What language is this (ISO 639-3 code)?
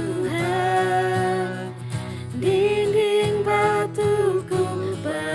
iba